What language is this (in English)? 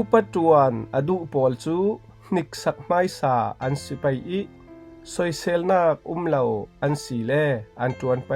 Falam Chin